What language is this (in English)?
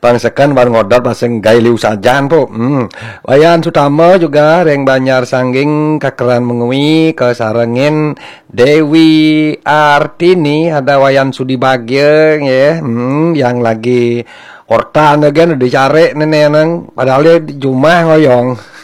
Balinese